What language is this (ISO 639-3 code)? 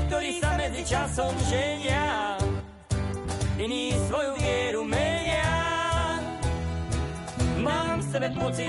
slk